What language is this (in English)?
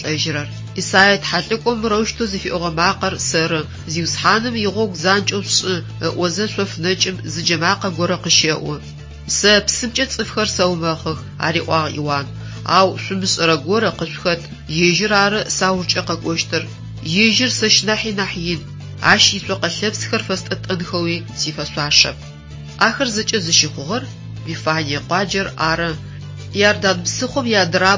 Adyghe